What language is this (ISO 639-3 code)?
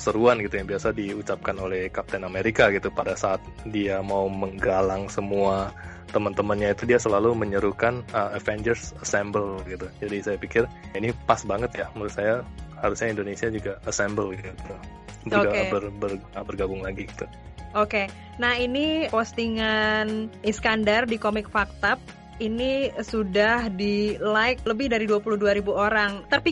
ind